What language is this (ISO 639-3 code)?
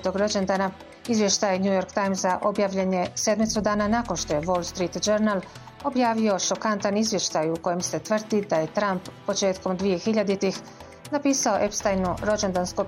bos